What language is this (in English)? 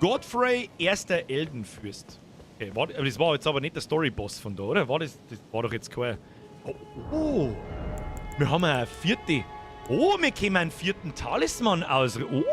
Bavarian